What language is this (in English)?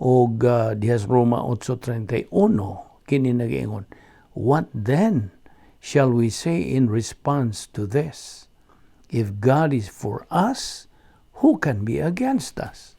Cebuano